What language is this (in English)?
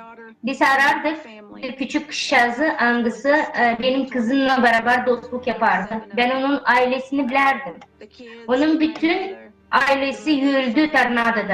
Gagauz